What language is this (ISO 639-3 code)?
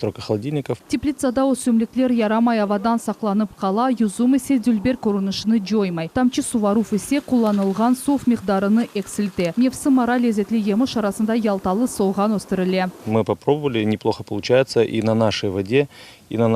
crh